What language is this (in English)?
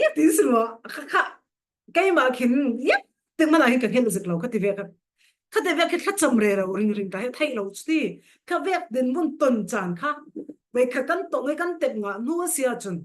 Falam Chin